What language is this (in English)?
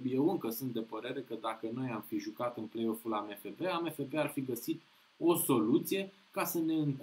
Romanian